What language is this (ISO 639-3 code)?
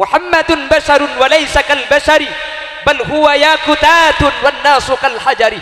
mad